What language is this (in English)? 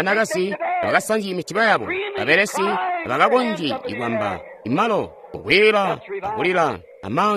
Tonga (Zambia)